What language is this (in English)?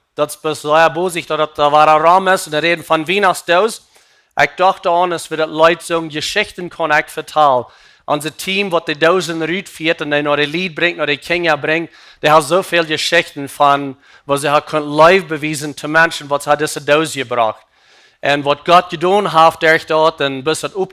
Plautdietsch